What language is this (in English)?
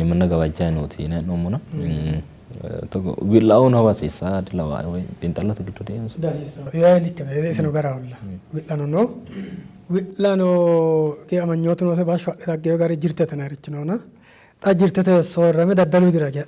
Sidamo